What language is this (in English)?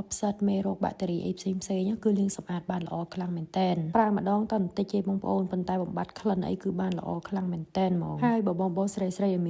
Khmer